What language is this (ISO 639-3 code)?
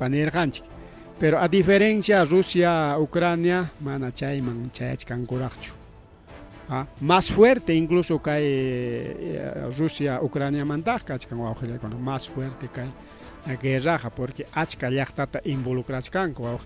quy